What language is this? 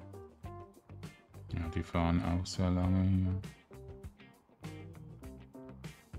German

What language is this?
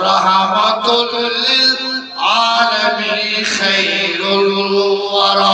Eastern Balochi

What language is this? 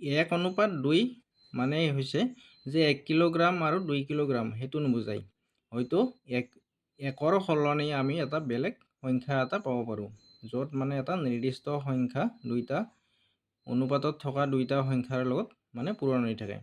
Assamese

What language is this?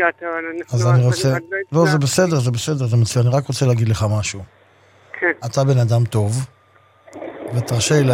Hebrew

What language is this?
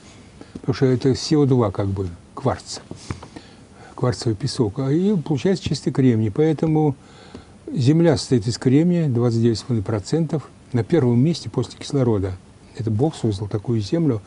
Russian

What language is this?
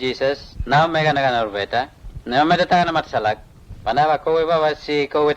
Mota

